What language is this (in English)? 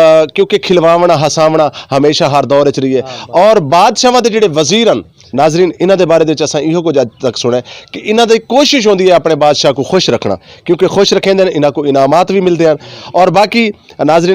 Western Panjabi